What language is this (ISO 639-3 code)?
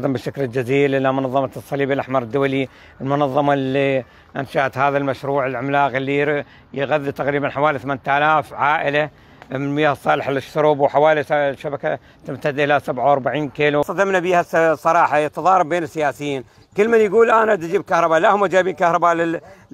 acm